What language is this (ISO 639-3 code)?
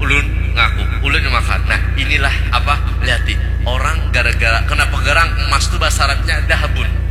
bjn